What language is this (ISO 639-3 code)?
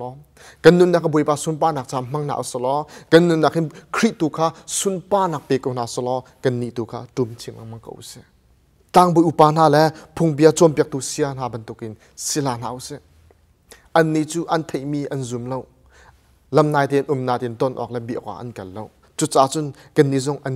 cnh